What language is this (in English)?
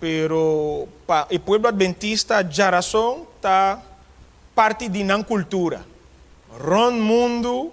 Papiamento